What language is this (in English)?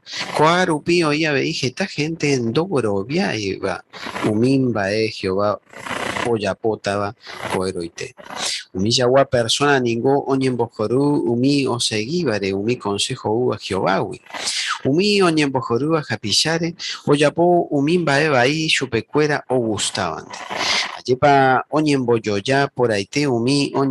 Guarani